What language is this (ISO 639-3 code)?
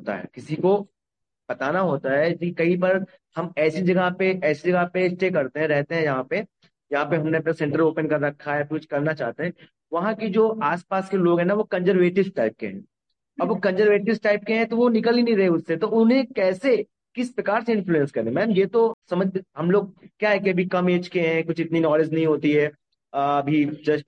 hin